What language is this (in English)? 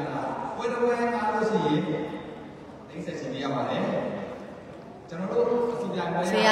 Burmese